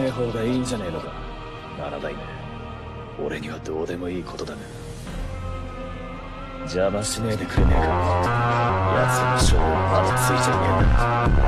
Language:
Japanese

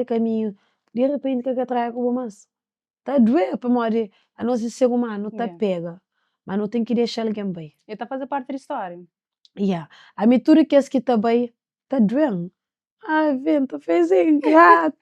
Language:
Kabuverdianu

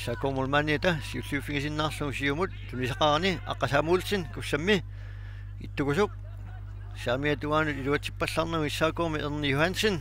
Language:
Kalaallisut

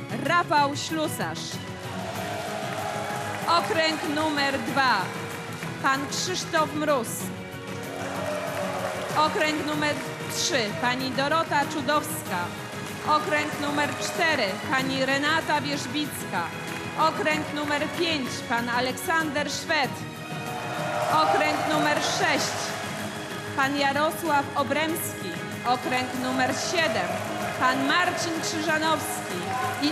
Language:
Polish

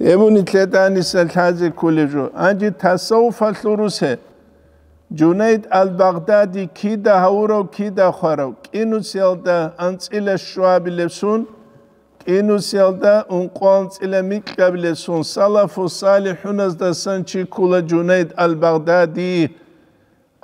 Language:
Avaric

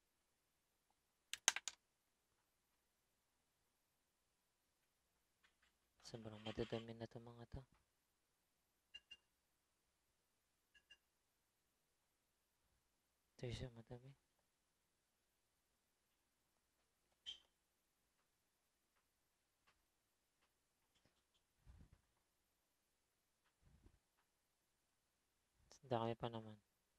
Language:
Filipino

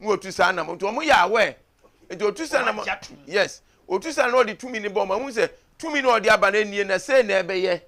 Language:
Akan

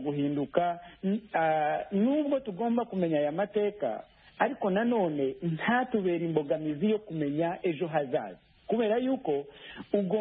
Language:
Kinyarwanda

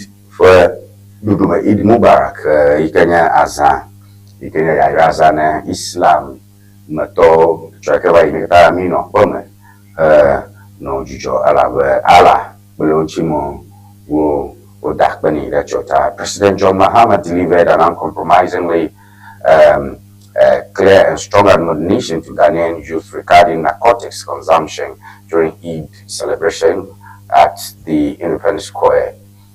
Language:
Ewe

